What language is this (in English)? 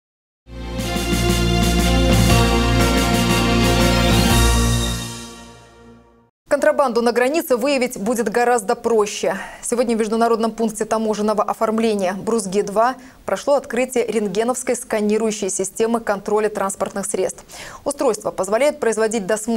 Russian